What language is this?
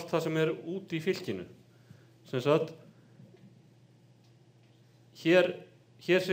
Icelandic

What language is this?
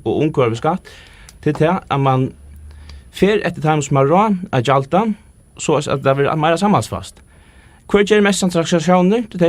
Faroese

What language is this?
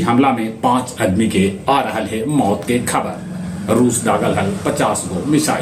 Magahi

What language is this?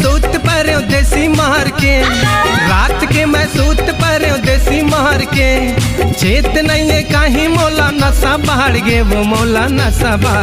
Chhattisgarhi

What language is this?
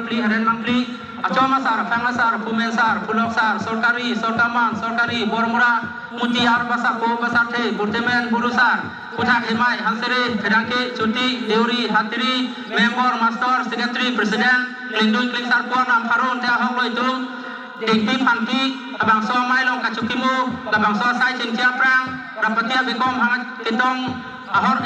Karbi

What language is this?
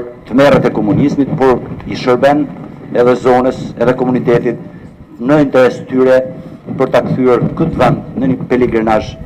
Albanian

